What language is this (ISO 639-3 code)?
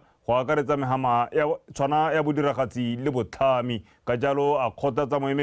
tsn